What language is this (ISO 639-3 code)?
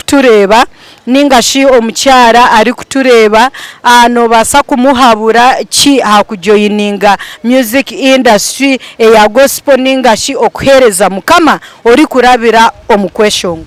nyn